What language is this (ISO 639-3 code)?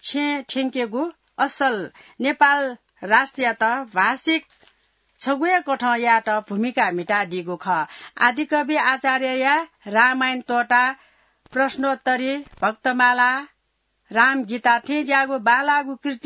new